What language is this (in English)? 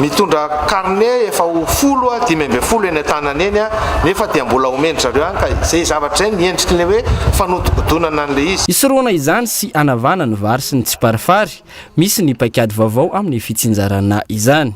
Malagasy